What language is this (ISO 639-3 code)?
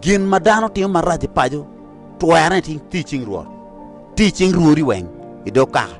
ach